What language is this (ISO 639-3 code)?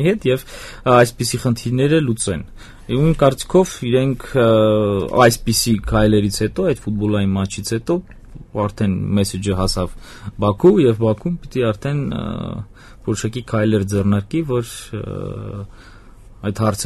hye